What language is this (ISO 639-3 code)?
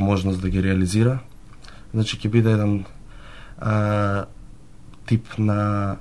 mkd